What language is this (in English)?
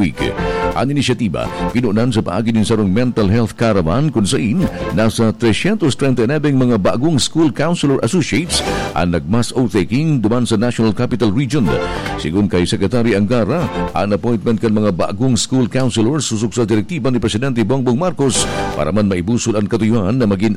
Bikol